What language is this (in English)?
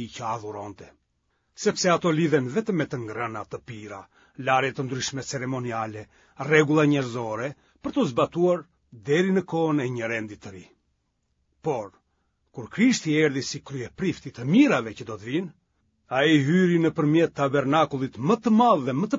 Albanian